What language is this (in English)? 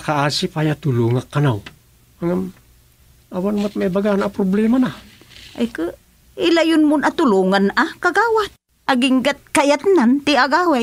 Iloko